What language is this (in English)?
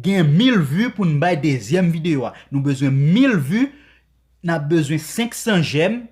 Haitian Creole